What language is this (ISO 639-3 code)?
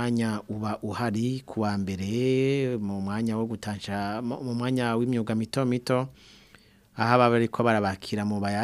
run